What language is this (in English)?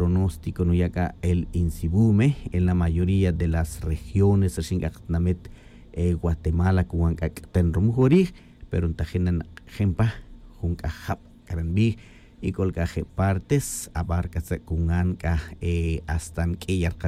Tz'utujil